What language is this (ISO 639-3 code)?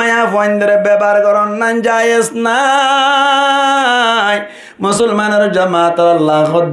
rhg